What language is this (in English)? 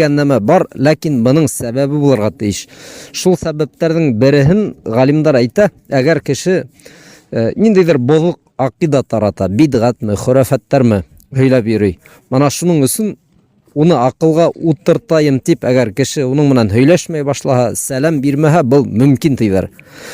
Bashkir